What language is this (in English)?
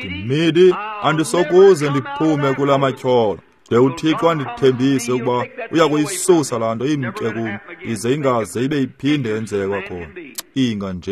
Xhosa